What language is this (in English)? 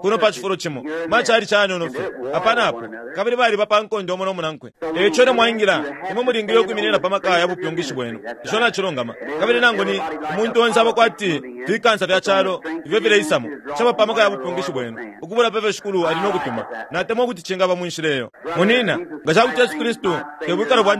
Bemba